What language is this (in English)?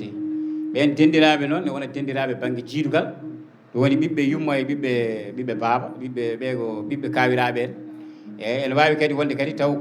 Fula